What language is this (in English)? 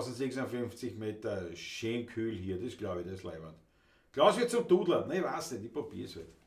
Bavarian